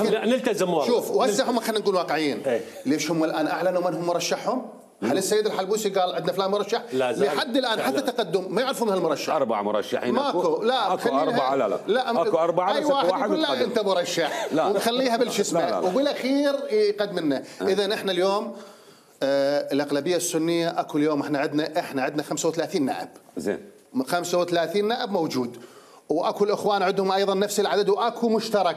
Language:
Mesopotamian Arabic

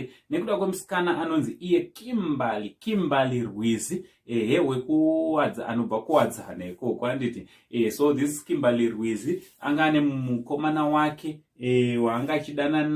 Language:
Shona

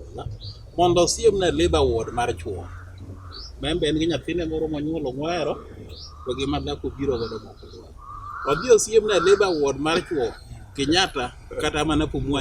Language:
Luo (Kenya and Tanzania)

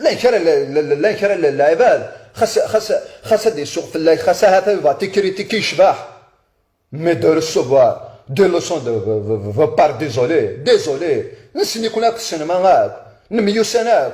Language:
Kabyle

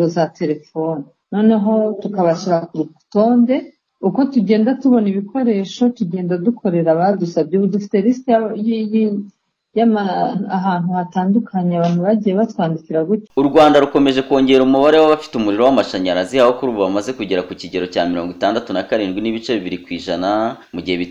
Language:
Kinyarwanda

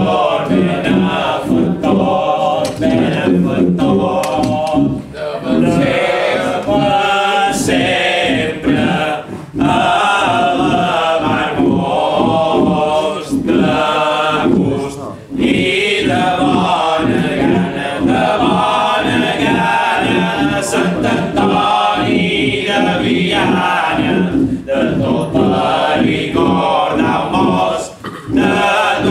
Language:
Catalan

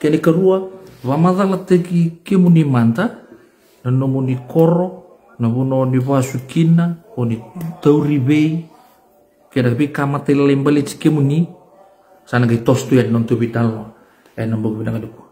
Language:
Fijian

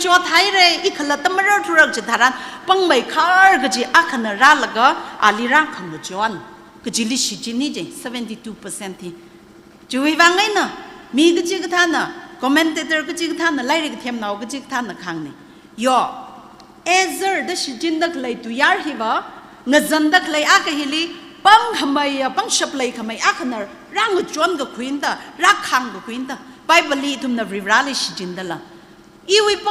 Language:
Tangkhul Naga (India)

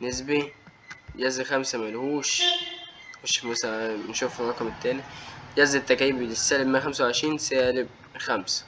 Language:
Egyptian Arabic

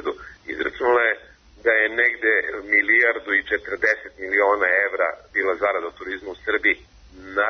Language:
Serbian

